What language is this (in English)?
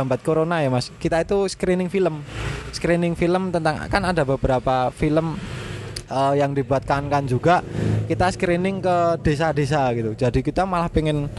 Indonesian